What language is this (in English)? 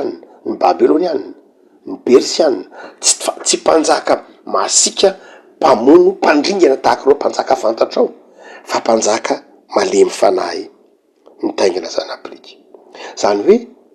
Malagasy